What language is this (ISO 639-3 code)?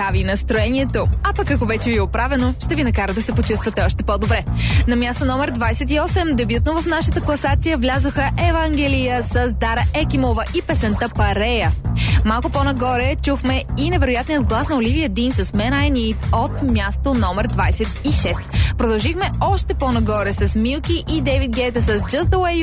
bul